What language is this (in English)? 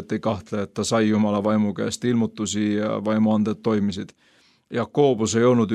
Estonian